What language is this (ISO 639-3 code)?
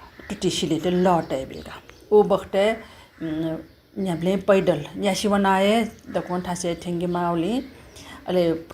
new